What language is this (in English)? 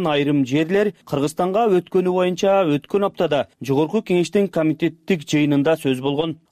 Kyrgyz